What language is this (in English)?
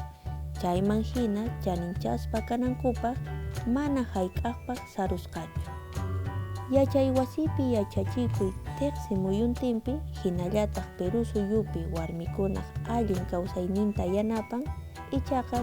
Quechua